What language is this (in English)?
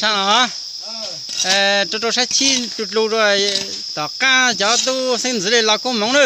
Hmong